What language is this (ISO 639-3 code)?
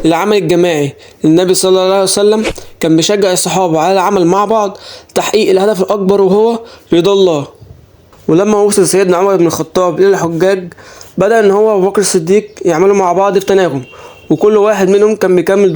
arz